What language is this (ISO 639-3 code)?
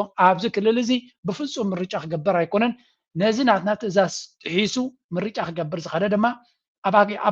tir